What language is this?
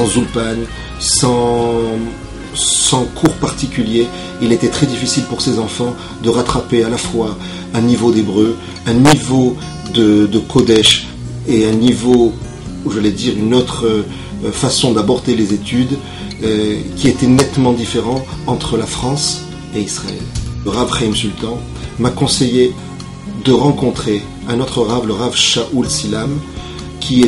French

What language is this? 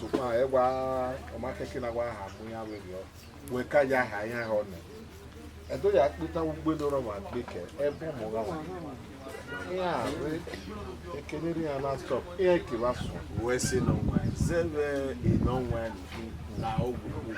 Bini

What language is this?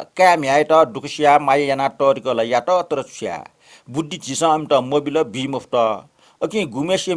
Newari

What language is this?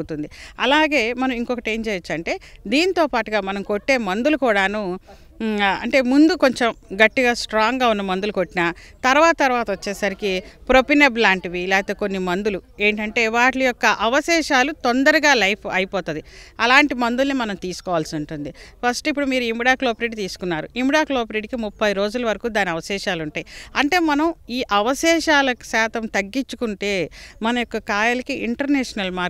Telugu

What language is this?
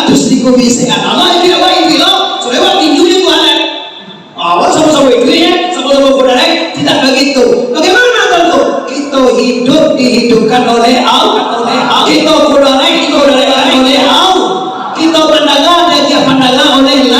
Minangkabau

